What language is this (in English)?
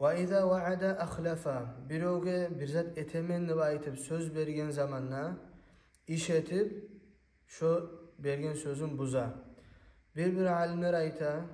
Kumyk